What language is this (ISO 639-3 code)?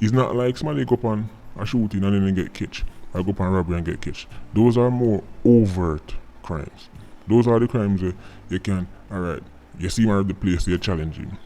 jam